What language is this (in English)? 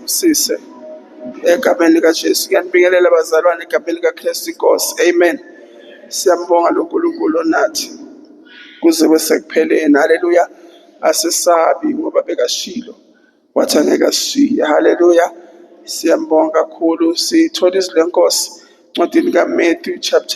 Zulu